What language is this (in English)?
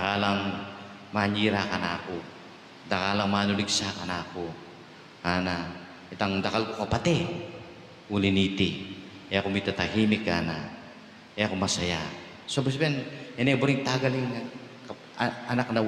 Pampanga